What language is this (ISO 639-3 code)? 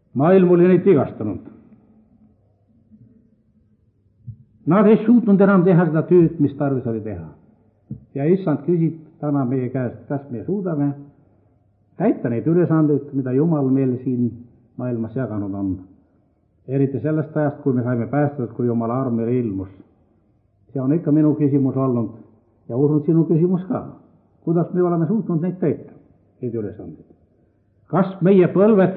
est